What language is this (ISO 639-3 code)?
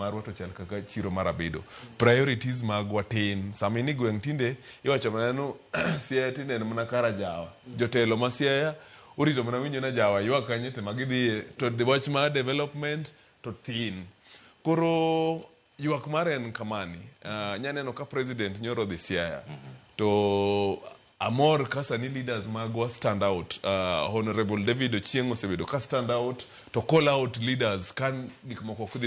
luo